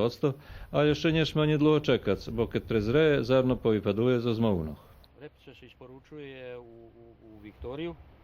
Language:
Rusyn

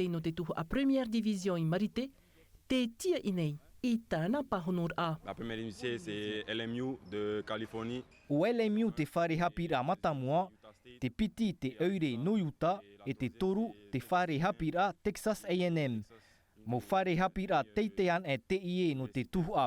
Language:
Tahitian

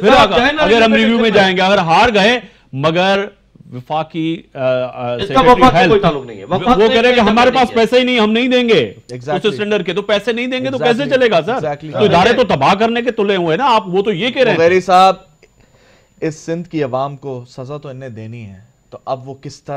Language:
Urdu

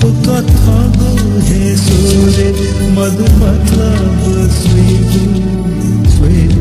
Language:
Newari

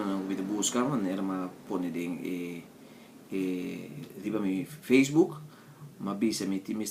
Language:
Papiamento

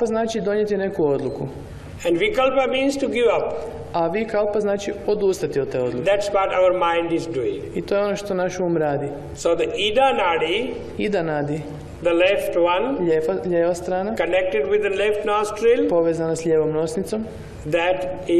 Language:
Croatian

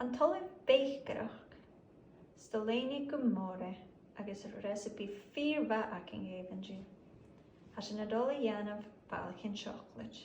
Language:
Scottish Gaelic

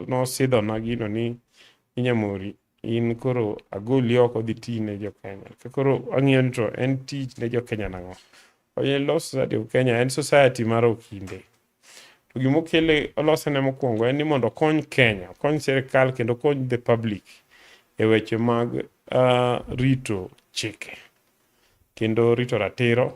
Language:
Luo (Kenya and Tanzania)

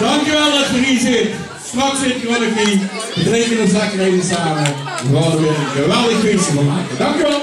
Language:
Limburgish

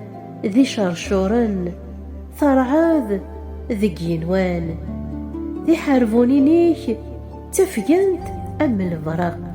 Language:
Kabyle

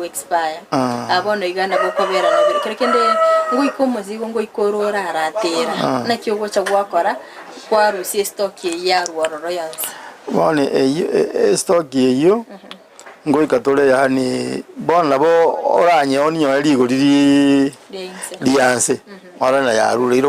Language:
Gusii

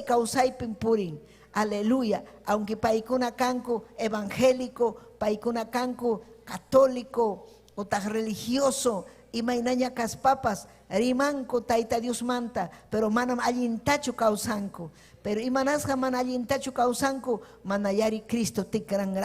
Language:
Ayacucho Quechua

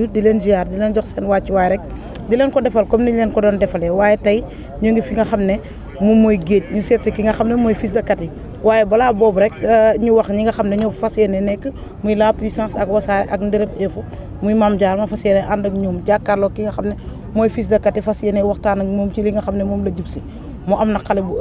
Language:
Wolof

